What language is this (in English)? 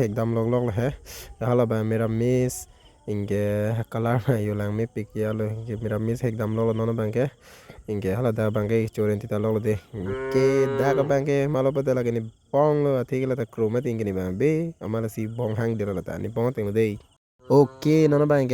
Karbi